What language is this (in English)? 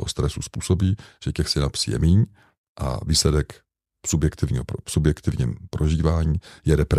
Czech